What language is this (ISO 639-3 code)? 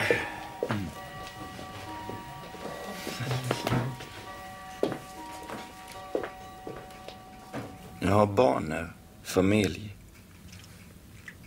swe